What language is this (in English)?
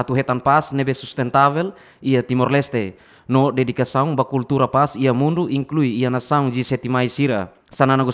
Tetum